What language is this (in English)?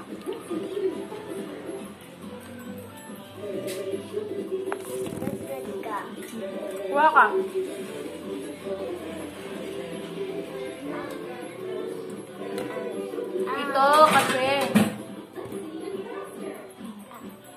Filipino